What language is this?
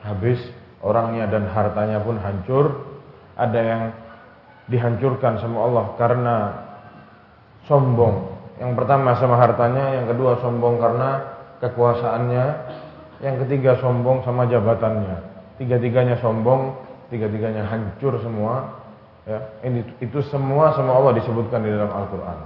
Indonesian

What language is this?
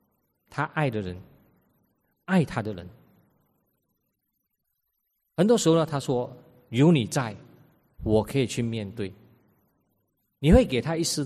Chinese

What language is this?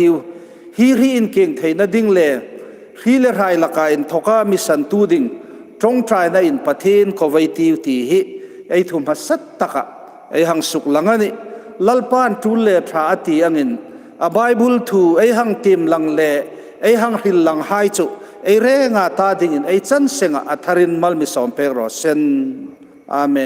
Hmar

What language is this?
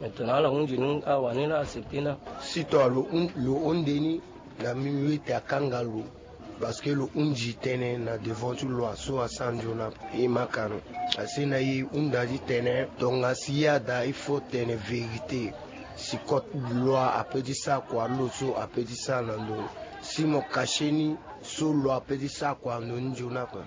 Sango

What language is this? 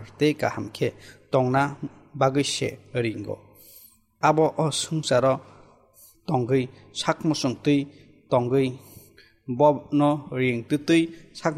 Kok Borok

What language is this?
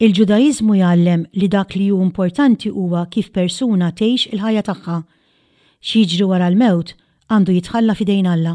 Maltese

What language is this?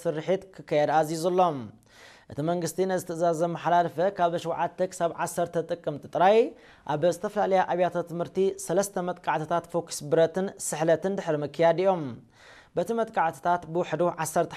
Tigrinya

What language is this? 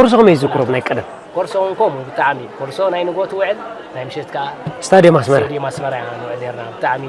Tigrinya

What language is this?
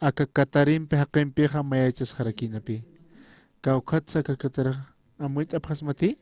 Aymara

